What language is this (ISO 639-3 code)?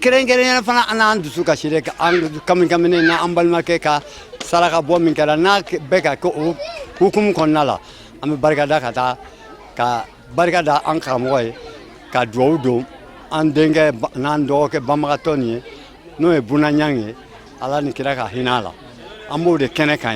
bam